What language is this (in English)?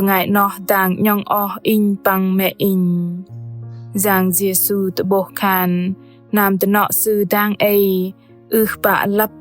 Bahnar